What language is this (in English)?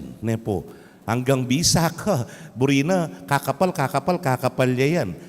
Pampanga